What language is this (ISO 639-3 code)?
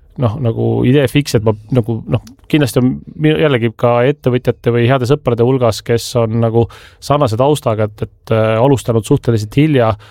est